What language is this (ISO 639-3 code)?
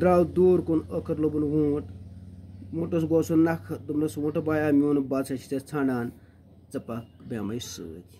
kas